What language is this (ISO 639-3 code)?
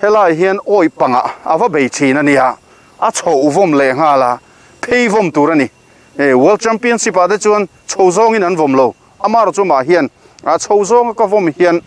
lus